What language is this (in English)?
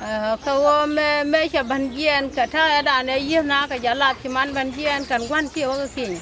Nuer